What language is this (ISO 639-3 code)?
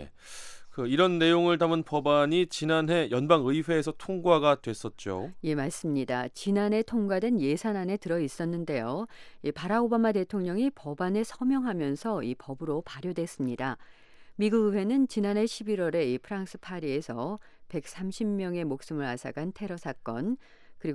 kor